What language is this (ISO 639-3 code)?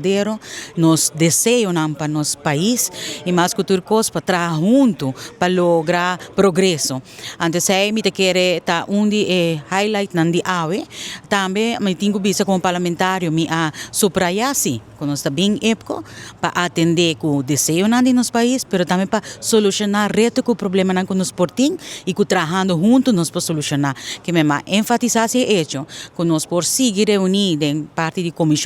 pap